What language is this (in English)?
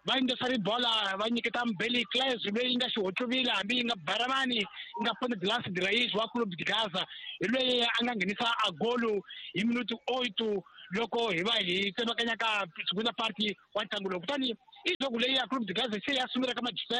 Tsonga